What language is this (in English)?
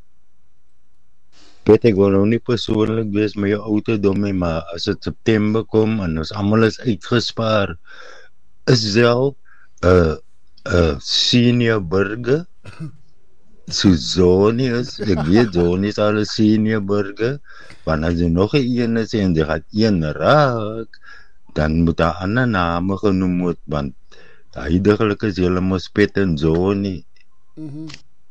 Afrikaans